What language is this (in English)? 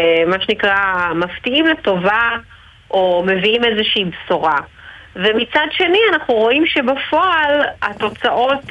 Hebrew